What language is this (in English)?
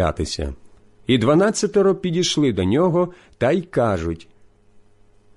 Ukrainian